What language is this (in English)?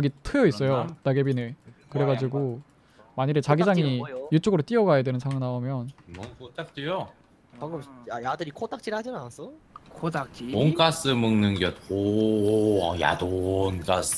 Korean